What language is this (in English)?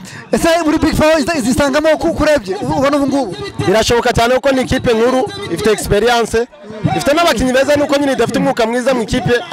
Kinyarwanda